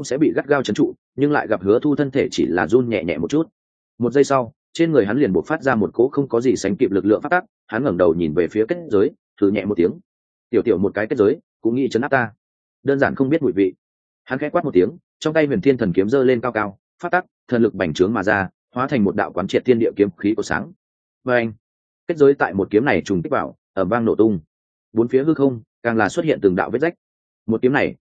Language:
Vietnamese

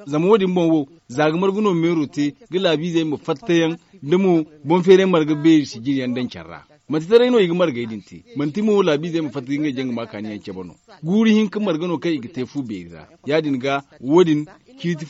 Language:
Zarma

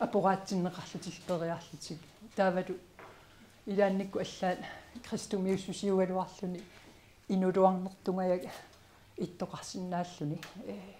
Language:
Kalaallisut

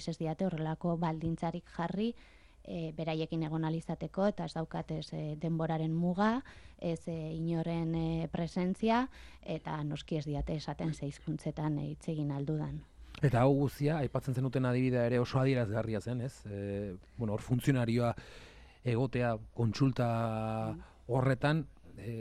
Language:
Basque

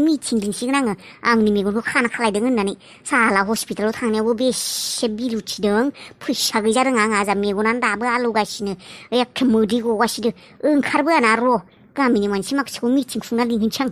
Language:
Bodo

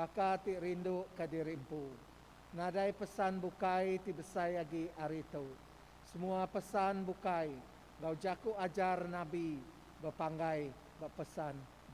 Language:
Iban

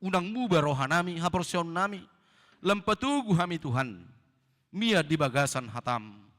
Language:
Batak Toba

